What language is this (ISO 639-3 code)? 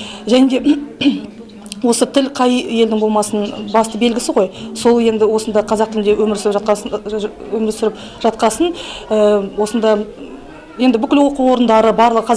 kaz